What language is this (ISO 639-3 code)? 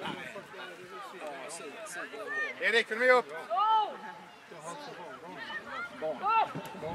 swe